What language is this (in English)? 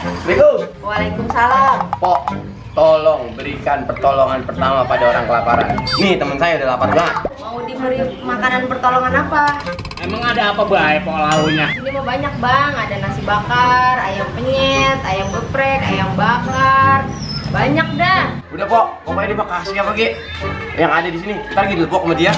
Betawi